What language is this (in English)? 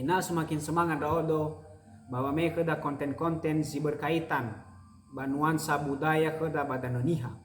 Nias